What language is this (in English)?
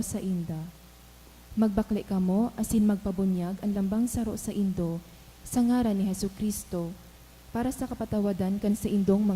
Bikol